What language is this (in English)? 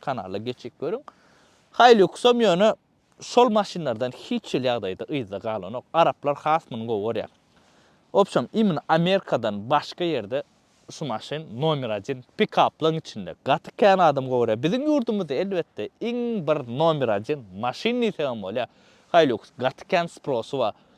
Turkmen